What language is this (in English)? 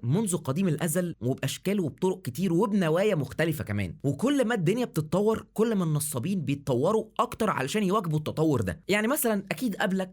Egyptian Arabic